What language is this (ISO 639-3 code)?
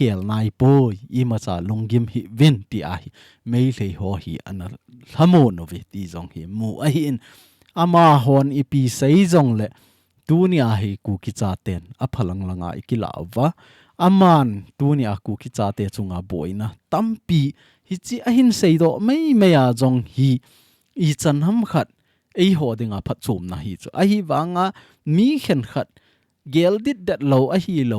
tcz